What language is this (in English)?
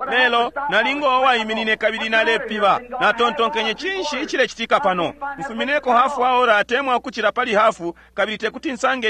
Bemba